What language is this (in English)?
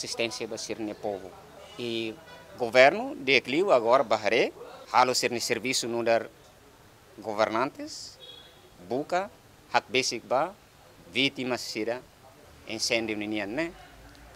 Tetum